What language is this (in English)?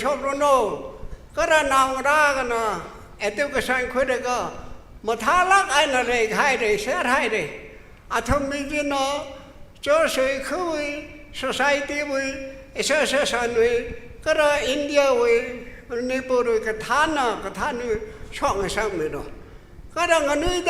Tangkhul Naga (India)